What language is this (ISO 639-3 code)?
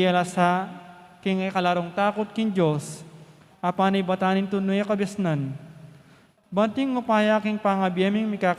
pam